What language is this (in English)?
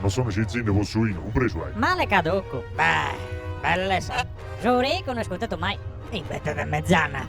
Sardinian